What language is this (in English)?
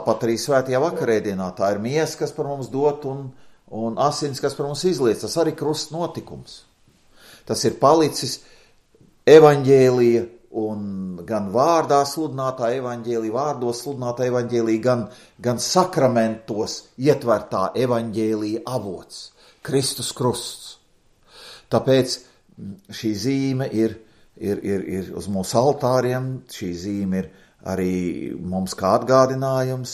Latvian